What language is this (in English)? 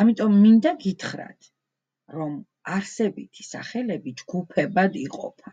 Georgian